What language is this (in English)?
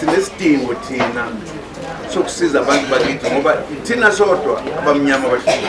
Zulu